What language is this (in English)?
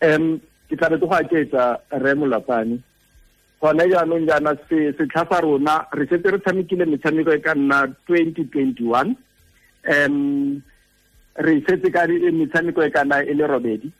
Tswana